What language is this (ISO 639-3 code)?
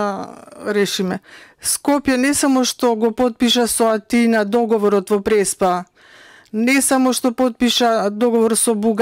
mkd